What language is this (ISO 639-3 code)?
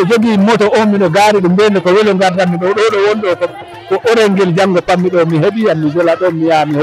ful